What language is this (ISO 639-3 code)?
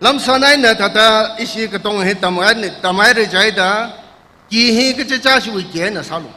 nmf